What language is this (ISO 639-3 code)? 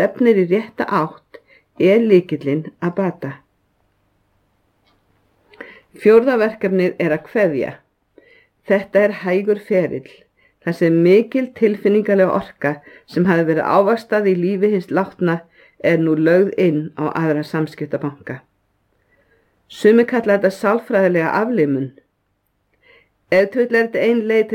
isl